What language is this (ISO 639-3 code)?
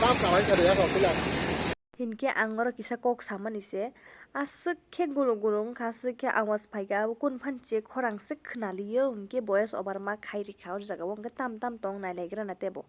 trp